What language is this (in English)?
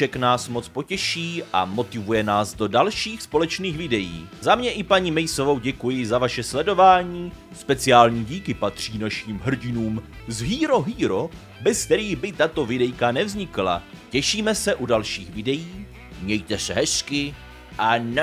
Czech